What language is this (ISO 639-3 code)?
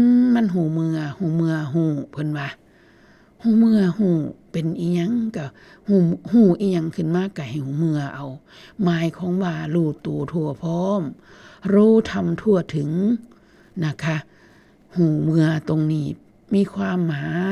tts